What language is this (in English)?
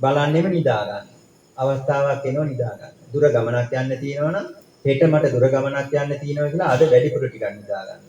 Sinhala